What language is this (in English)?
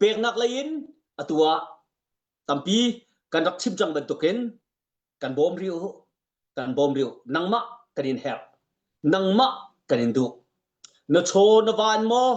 Hakha Chin